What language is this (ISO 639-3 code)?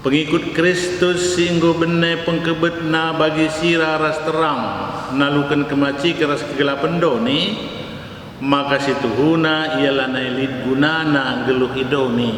btx